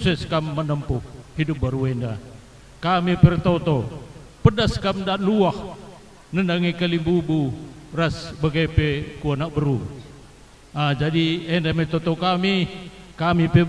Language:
Batak Karo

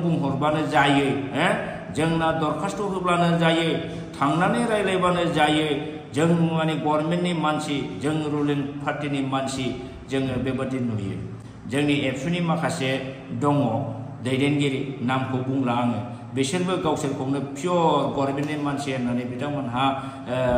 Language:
Bodo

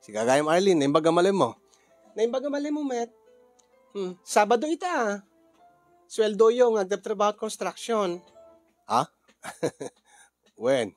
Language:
Iloko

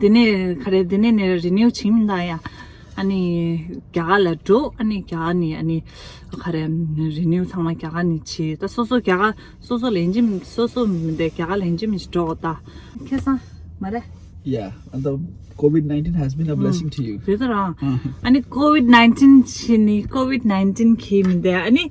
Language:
Tibetan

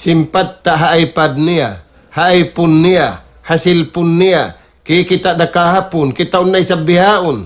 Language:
Tausug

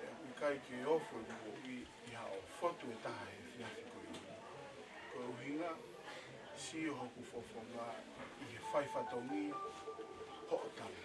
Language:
Tongan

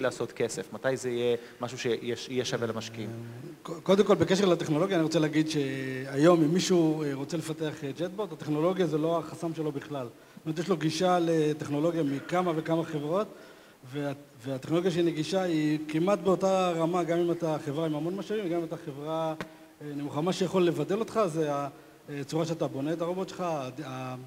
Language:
Hebrew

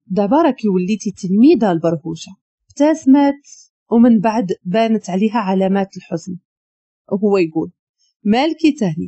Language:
Moroccan Arabic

